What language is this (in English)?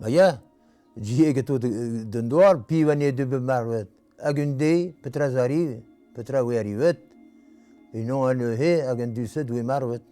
Breton